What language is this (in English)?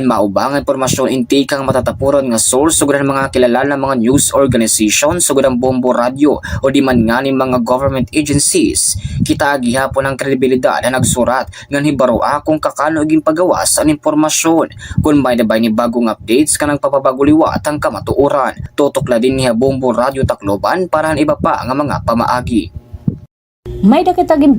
Waray